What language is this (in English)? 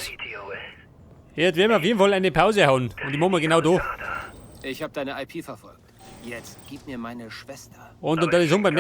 Bavarian